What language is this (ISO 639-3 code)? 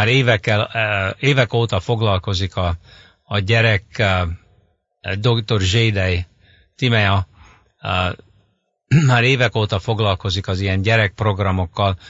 hun